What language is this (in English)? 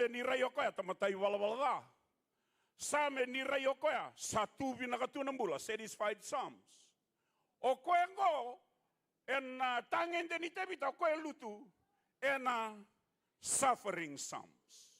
Fijian